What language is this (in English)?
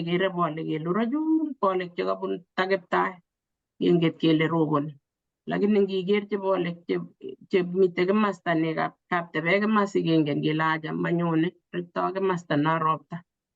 Kalenjin